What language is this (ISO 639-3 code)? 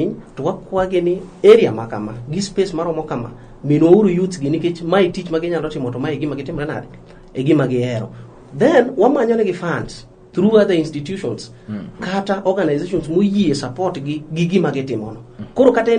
luo